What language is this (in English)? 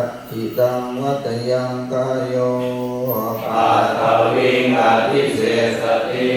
Pali